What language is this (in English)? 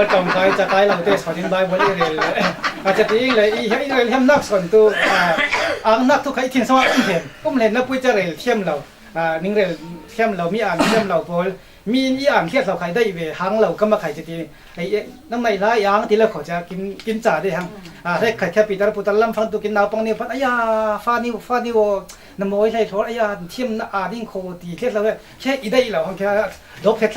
Falam Chin